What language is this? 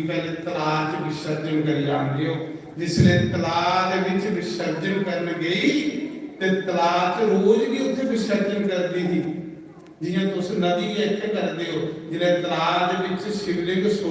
Dogri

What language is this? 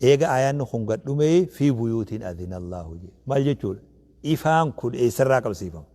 Oromo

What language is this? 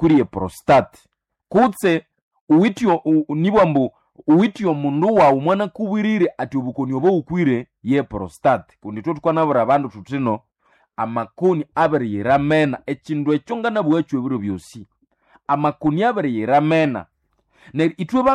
Nande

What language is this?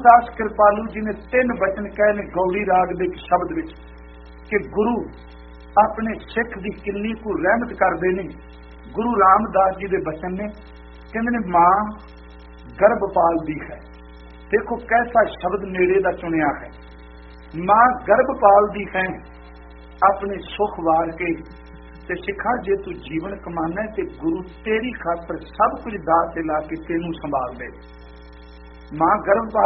Punjabi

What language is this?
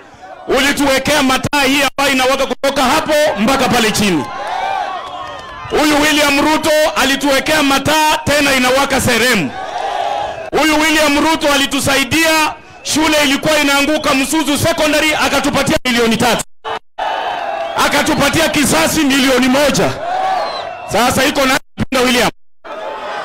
Swahili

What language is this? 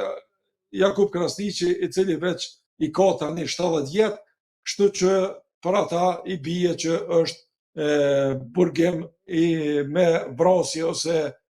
Albanian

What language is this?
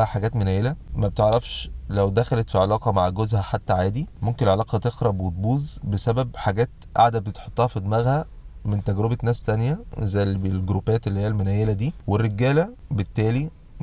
Egyptian Arabic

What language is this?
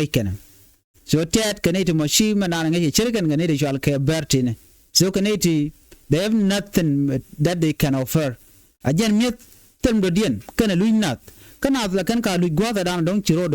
Nuer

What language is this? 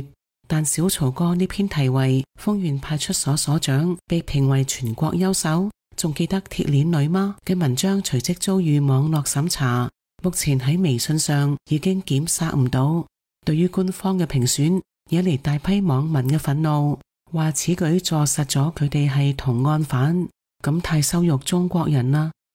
Cantonese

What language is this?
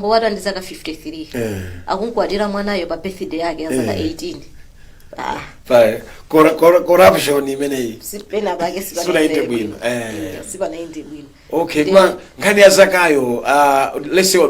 Nyanja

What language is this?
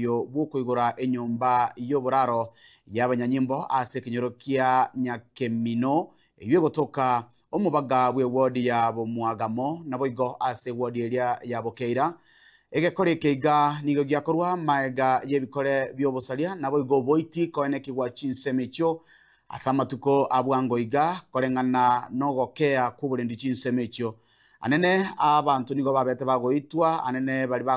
Gusii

